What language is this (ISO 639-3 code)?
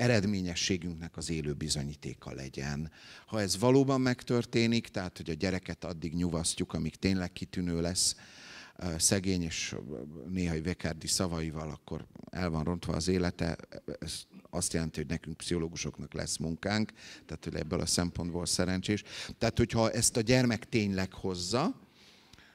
hun